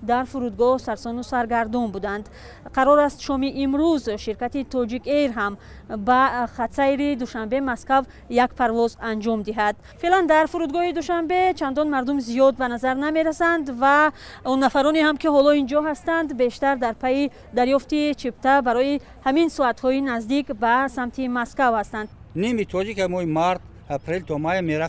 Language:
Tajik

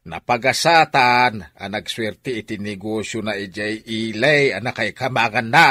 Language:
Iloko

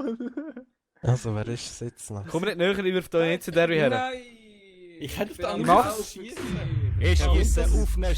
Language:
Swiss German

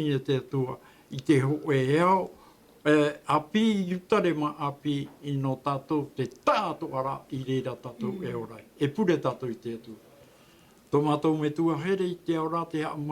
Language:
Tahitian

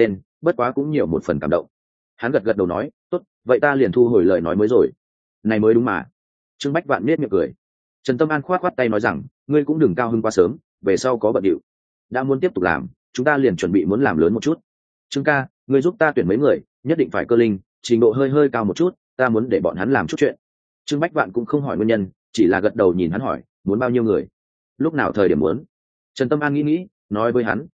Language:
Vietnamese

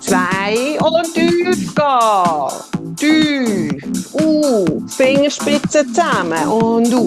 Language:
Swiss German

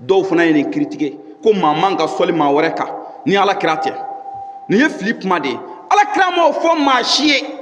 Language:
Bambara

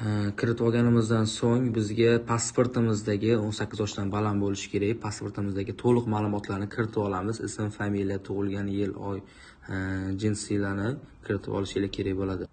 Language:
Uzbek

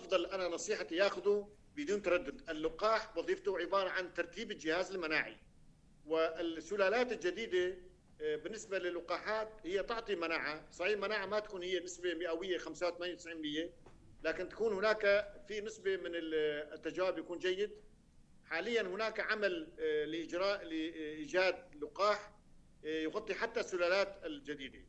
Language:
North Levantine Arabic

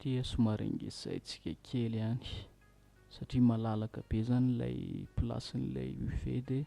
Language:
Malagasy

